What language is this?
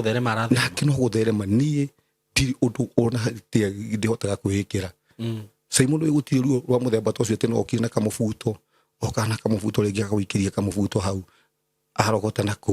Kikuyu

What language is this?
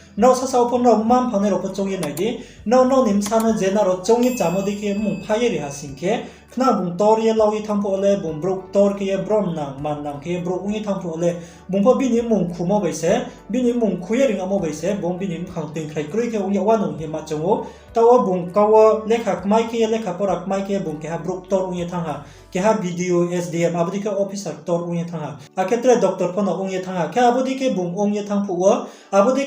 Riang (India)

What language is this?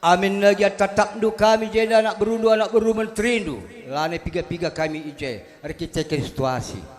Batak Karo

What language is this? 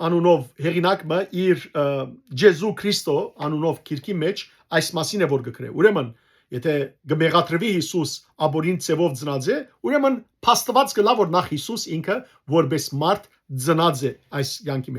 Western Armenian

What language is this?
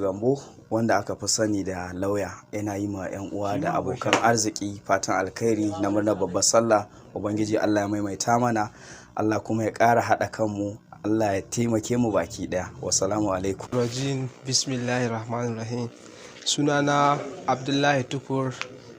Hausa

